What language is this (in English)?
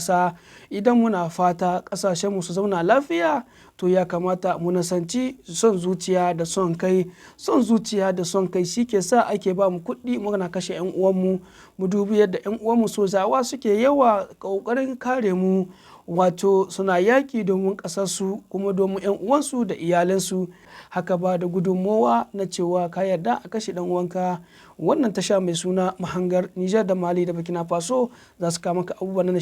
Hausa